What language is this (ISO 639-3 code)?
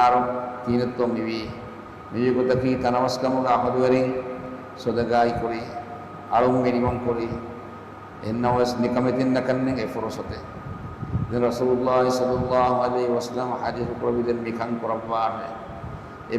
div